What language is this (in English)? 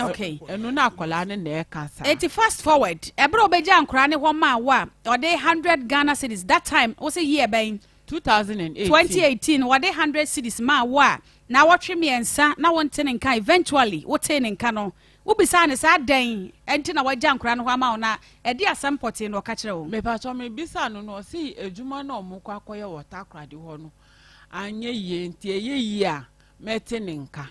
Akan